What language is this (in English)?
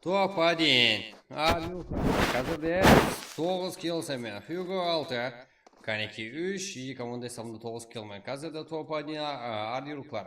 Kara-Kalpak